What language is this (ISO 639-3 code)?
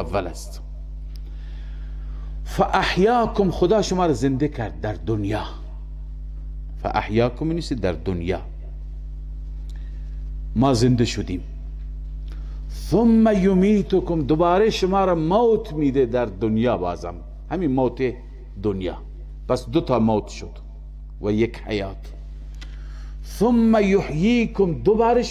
fas